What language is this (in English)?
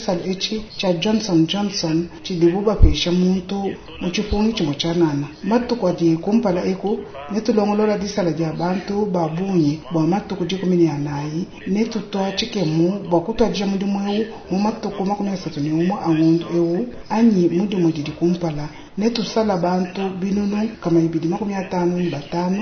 Luba-Lulua